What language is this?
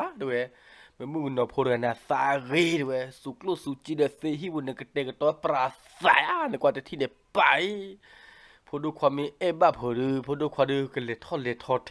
S'gaw Karen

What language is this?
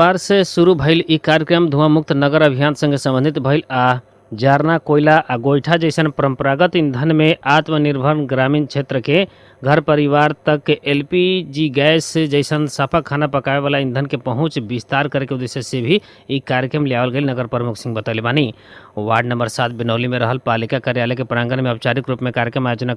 Bhojpuri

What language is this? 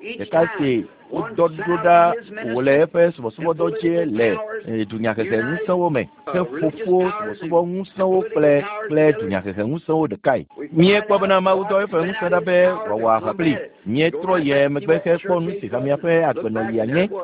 Ewe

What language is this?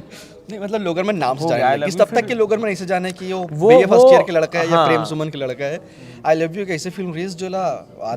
Chhattisgarhi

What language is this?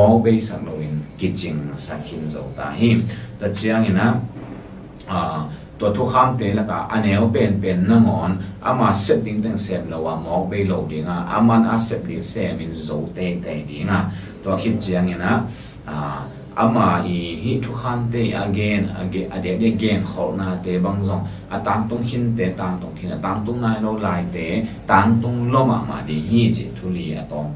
Tedim Chin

